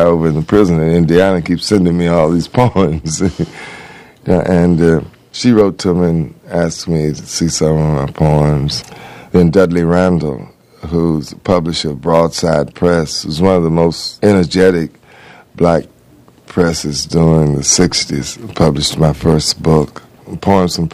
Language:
English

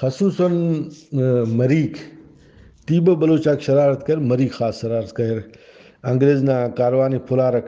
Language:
Brahui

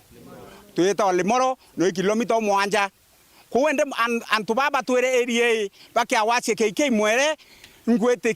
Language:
Meru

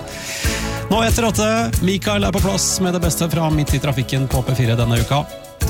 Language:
Norwegian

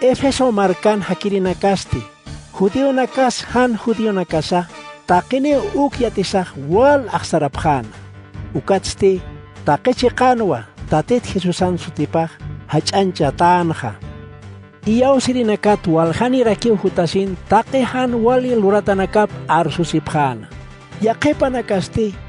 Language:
Aymara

